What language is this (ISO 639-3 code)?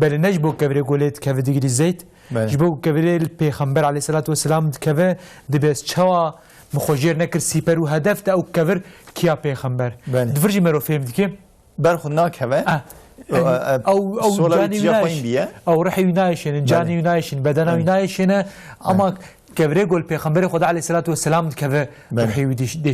kur